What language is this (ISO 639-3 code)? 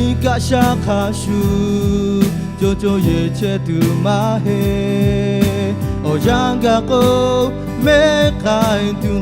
lhu